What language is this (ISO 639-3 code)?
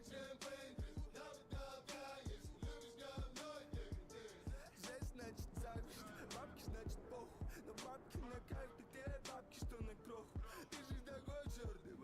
sah